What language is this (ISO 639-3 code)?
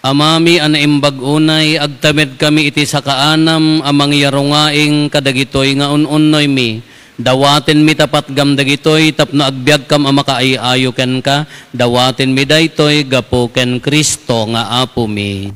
ilo